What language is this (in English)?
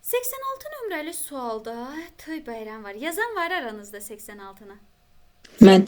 Azerbaijani